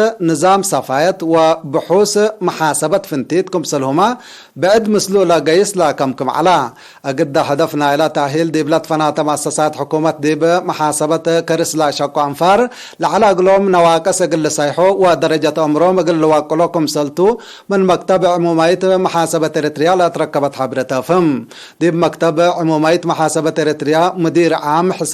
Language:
Tigre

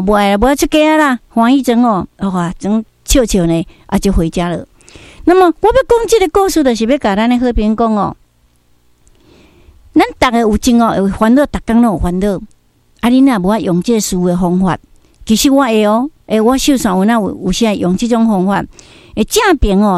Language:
Min Nan Chinese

